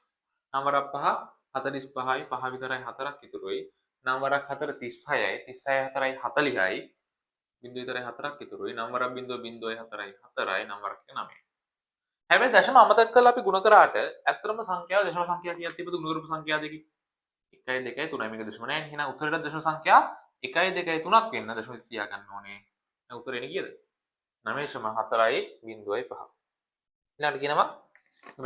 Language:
Sinhala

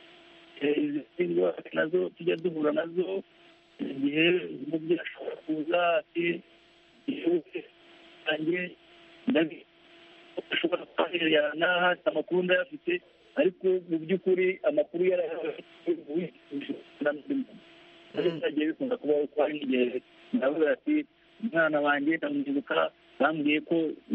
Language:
Kinyarwanda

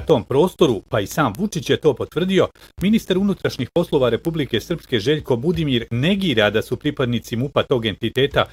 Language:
Bosnian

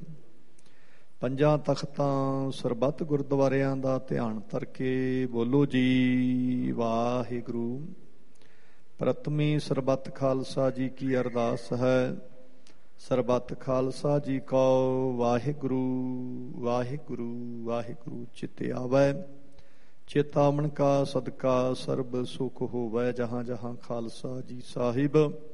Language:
Punjabi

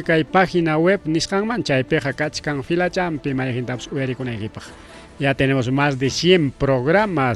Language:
Ayacucho Quechua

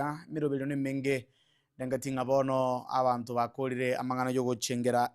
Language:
Gusii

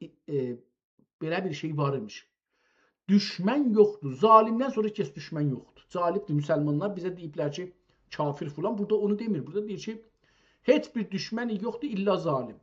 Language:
South Azerbaijani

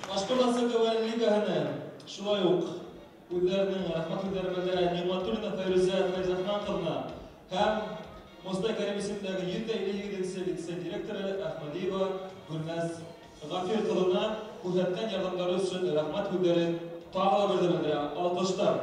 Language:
Bashkir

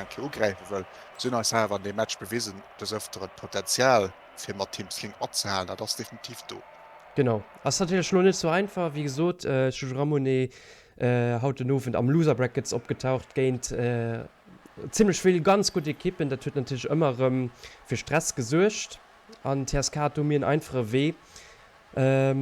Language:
Luxembourgish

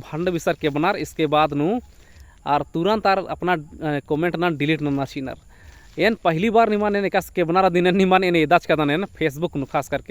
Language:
Kurukh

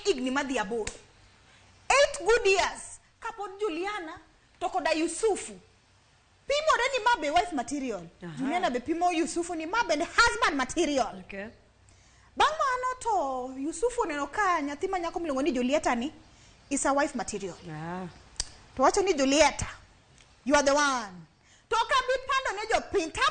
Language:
Luo (Kenya and Tanzania)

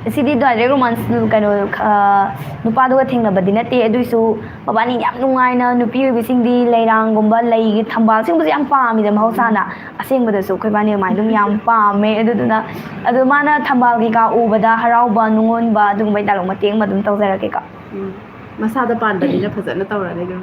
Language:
Manipuri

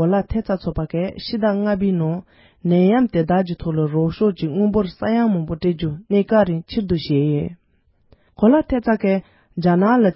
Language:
Tibetan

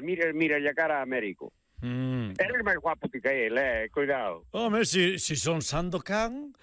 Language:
Galician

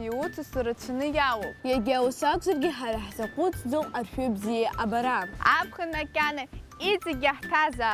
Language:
Abkhazian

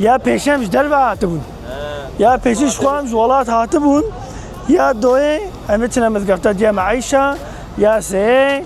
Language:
Kurdish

